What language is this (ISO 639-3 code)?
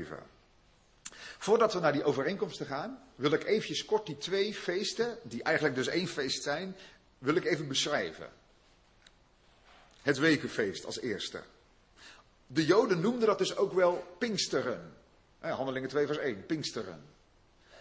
nld